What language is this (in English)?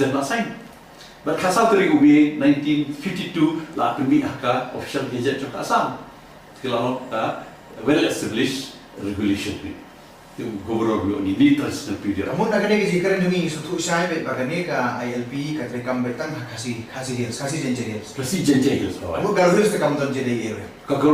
Khasi